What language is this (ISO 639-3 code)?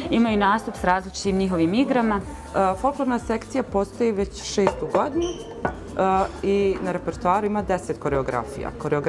bos